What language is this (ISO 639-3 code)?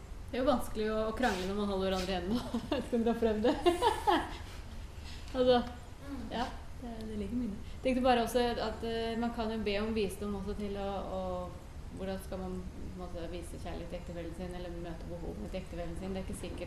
nor